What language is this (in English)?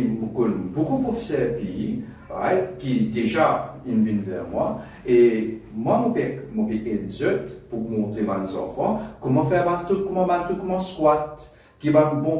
Morisyen